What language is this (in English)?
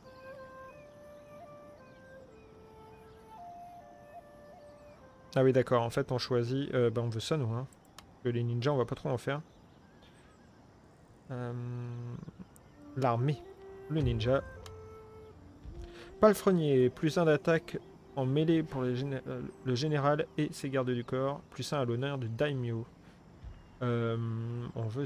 French